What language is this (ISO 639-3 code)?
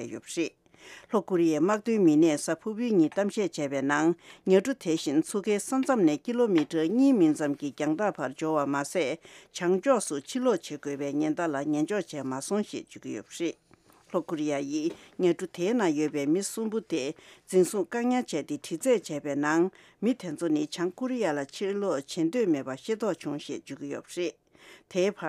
bod